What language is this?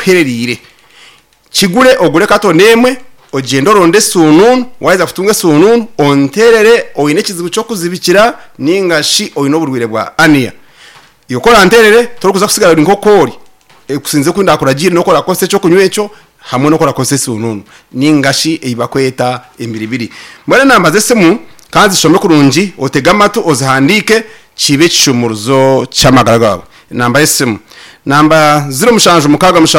Nyankole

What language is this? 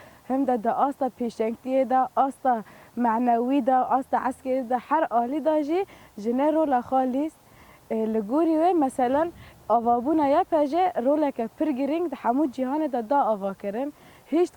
Kurdish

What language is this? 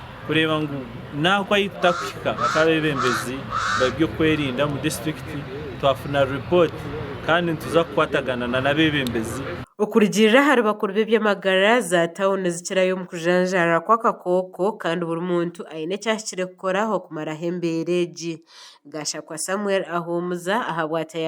Nyankole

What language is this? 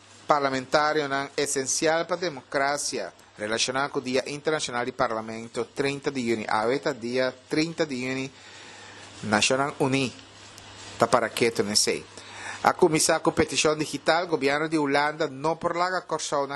Papiamento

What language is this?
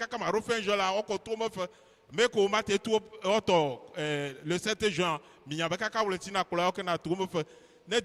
Ewe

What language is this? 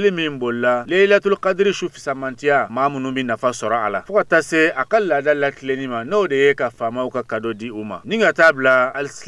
Bambara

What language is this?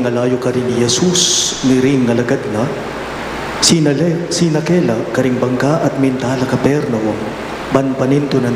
Pampanga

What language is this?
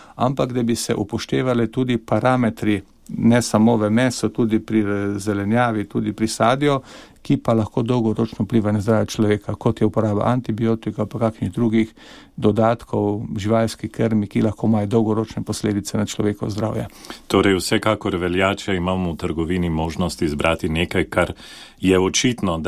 Slovenian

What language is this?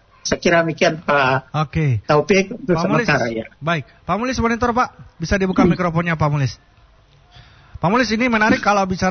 Indonesian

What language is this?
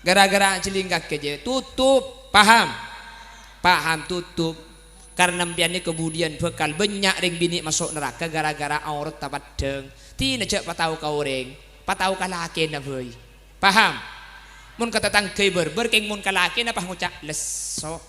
Madurese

